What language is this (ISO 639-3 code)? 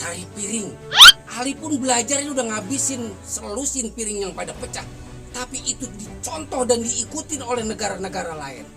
bew